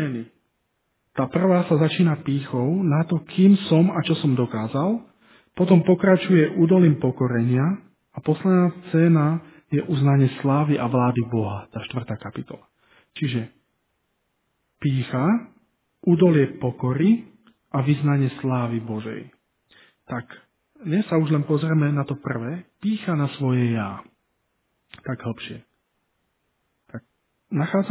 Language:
Slovak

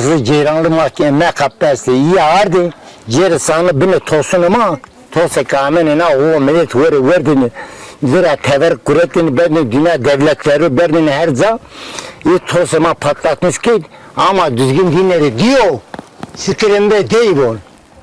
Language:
Zaza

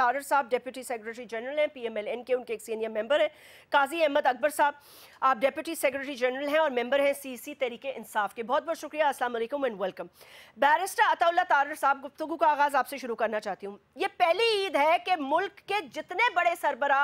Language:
Urdu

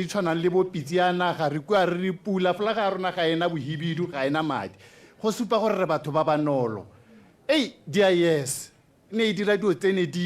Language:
Tswana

